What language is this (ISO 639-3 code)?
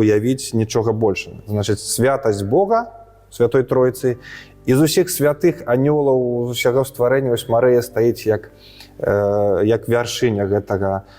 bel